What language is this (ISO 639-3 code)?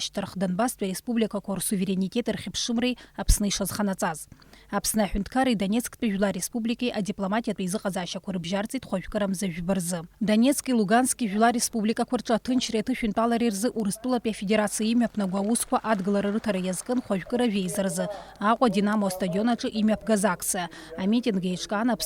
abk